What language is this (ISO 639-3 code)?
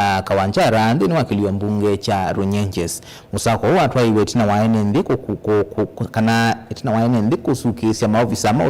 kam